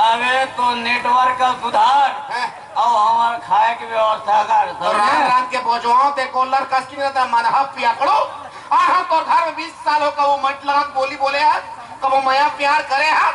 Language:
Chhattisgarhi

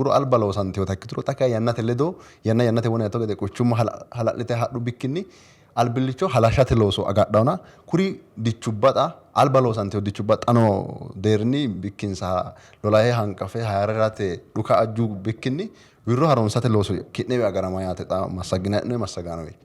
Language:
Sidamo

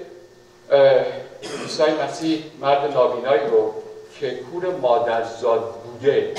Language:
Persian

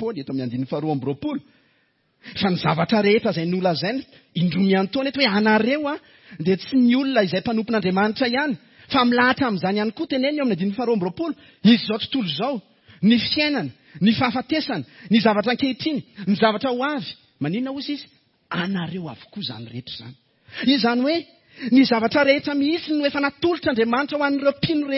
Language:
Malagasy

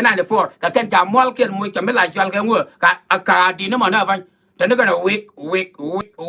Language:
Nuer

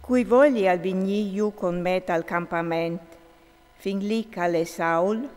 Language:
Friulian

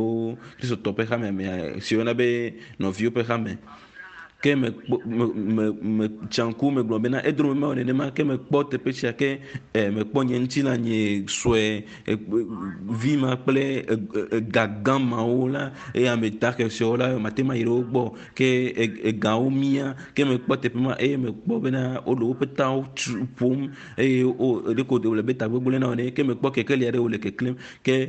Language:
Ewe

